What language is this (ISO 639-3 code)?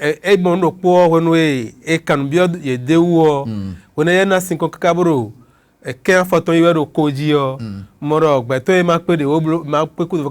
fon